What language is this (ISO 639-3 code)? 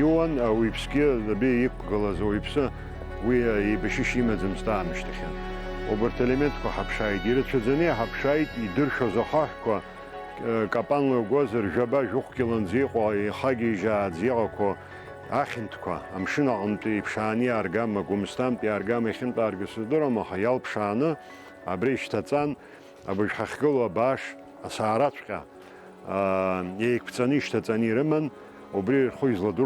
abk